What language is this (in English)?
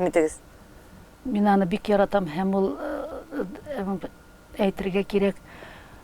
Tatar